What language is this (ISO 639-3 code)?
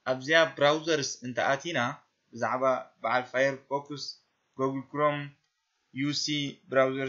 tir